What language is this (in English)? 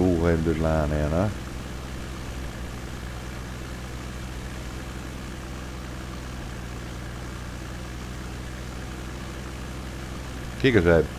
Dutch